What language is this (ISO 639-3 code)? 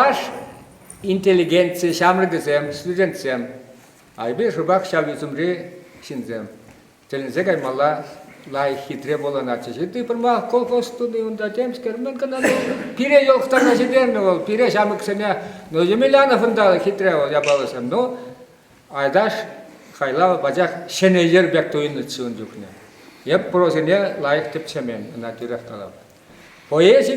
chv